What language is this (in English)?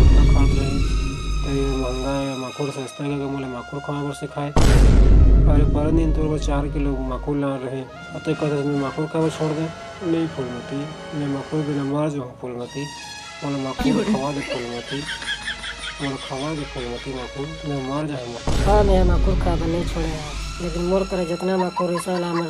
Chhattisgarhi